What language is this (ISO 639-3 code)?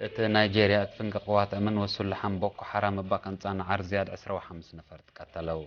tig